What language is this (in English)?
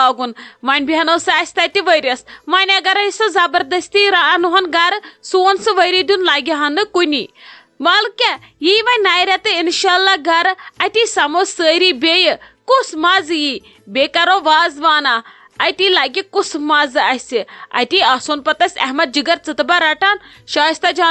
Kashmiri